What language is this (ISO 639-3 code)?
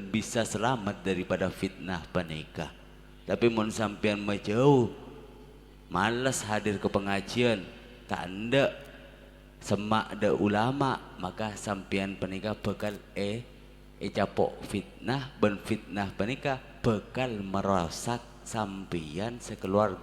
mad